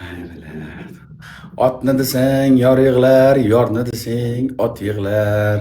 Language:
Uzbek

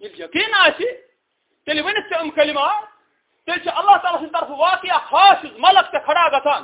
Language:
Kashmiri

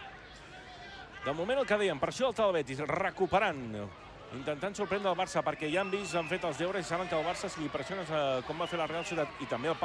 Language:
Catalan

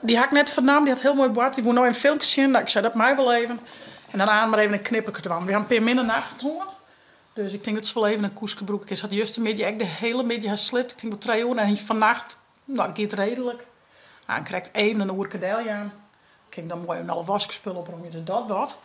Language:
Western Frisian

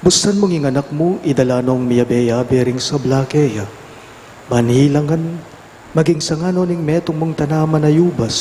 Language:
Pampanga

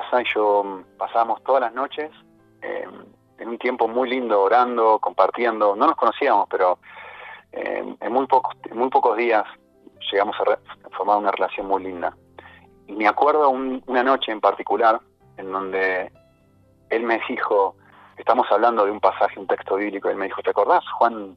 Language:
Spanish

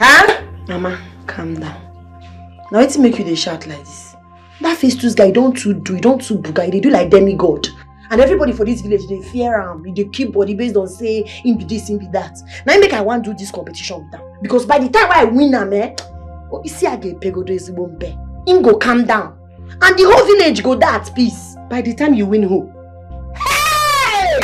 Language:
Nigerian Pidgin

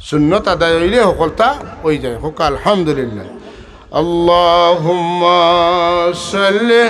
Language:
Sylheti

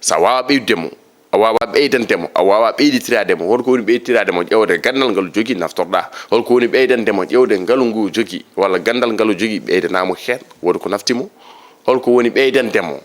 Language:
Fula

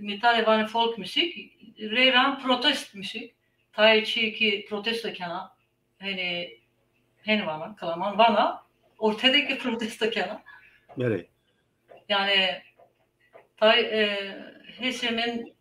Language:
Zaza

